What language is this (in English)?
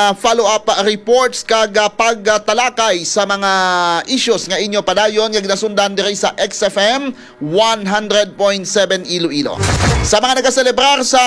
Hiligaynon